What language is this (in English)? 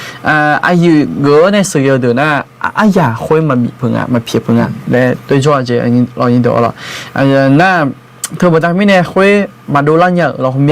Akha